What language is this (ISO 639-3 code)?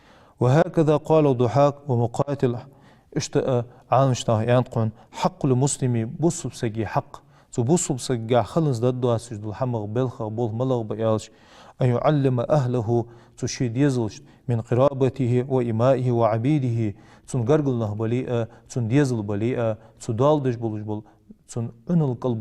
inh